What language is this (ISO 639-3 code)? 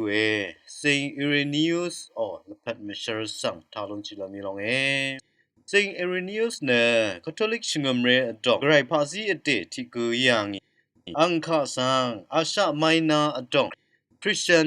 raw